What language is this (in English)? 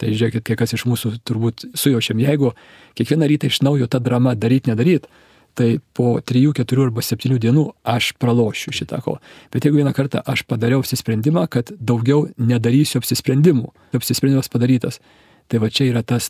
Lithuanian